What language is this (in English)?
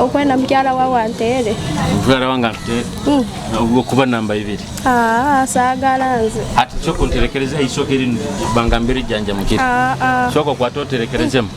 Nyoro